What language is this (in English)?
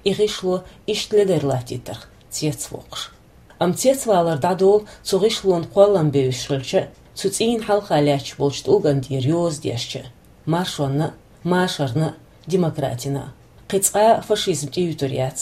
Chechen